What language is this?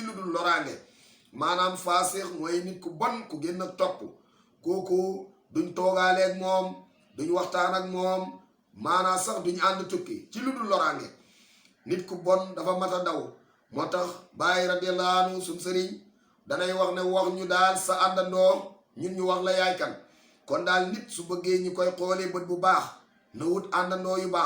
Wolof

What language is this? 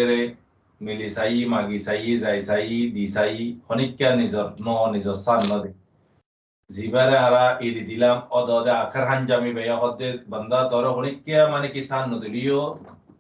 Rohingya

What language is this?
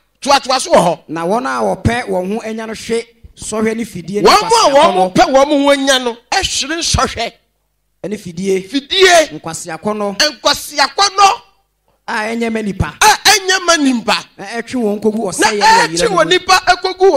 Akan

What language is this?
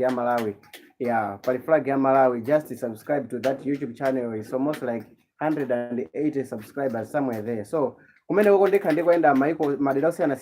Nyanja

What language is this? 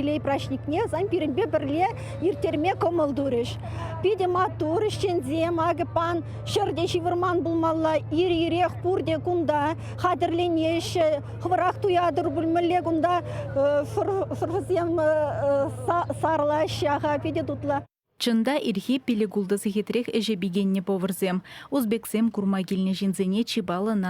Chuvash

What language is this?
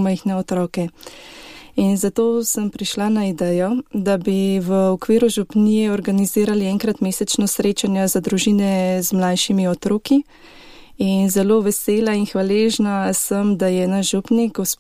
Slovenian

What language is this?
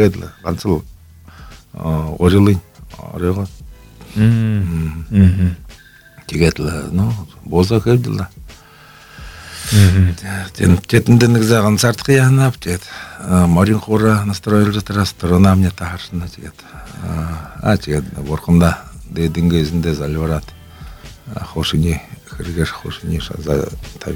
Buriat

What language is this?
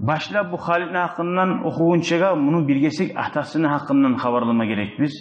Kumyk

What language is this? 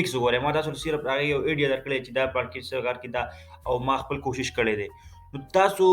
Pashto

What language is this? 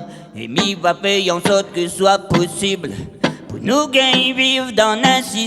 Réunion Creole French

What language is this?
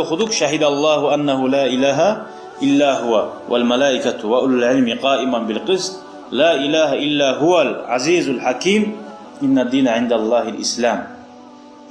Kumyk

